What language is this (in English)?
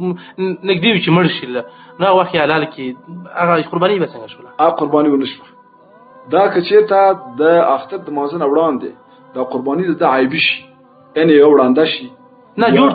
Pashto